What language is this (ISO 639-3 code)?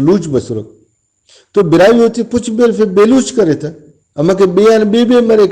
brh